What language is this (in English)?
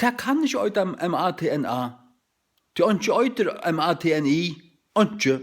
Faroese